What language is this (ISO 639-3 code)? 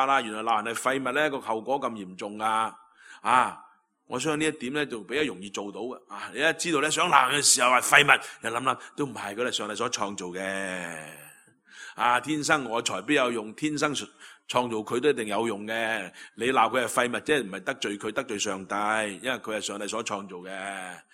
yue